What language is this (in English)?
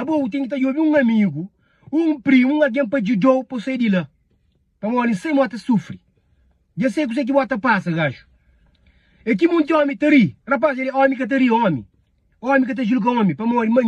Kabuverdianu